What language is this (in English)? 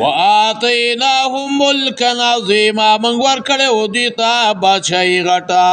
Pashto